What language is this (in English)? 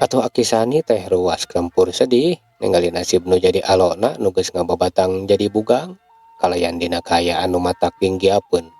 Sundanese